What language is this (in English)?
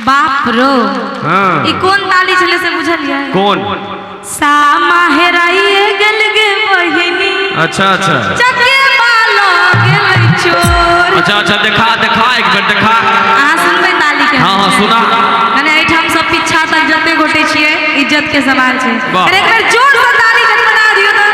Maithili